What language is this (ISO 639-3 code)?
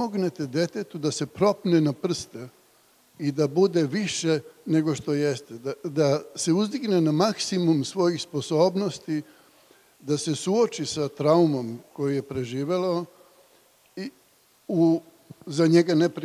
srp